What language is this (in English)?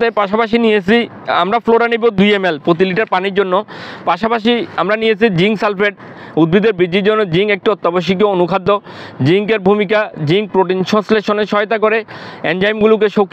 Bangla